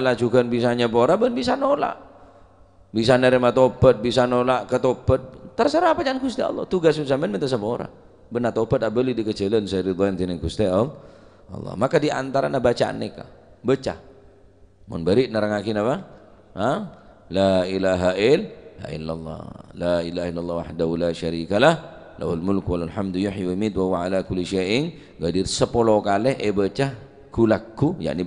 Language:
Madurese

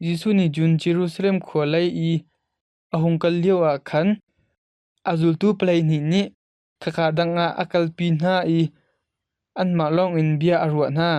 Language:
Hakha Chin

